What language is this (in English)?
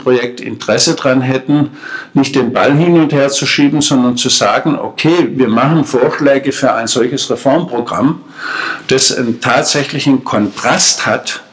German